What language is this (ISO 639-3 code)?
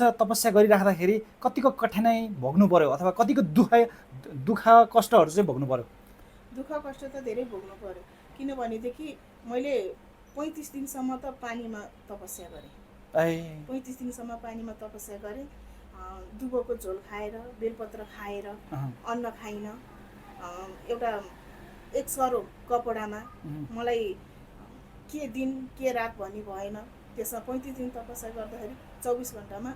nep